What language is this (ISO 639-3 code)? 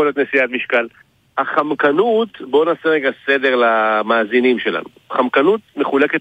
heb